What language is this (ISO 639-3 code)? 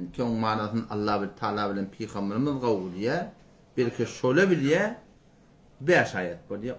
tuk